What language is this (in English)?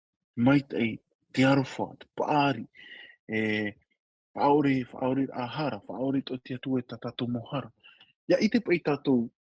Tahitian